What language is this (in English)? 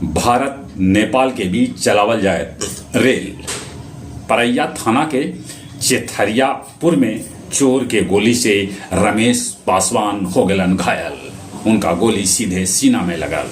Magahi